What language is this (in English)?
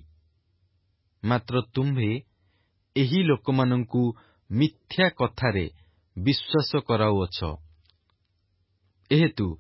Odia